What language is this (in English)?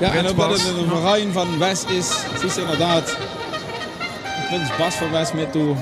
Limburgish